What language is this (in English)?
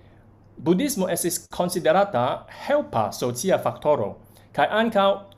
Esperanto